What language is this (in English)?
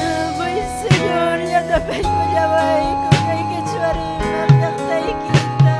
Ayacucho Quechua